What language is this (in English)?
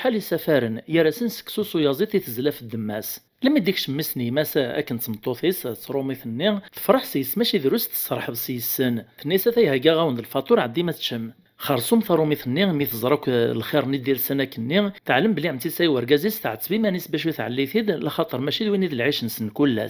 Kabyle